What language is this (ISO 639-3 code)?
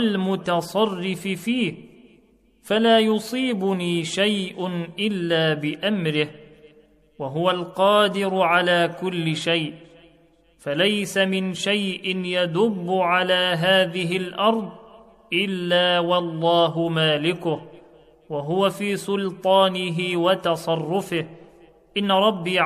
ara